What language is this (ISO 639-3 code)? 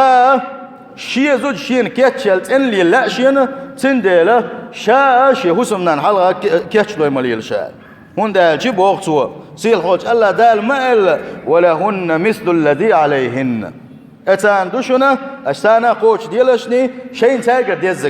che